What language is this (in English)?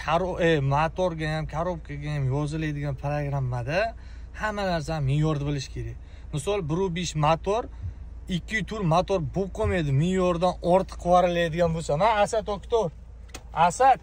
Uzbek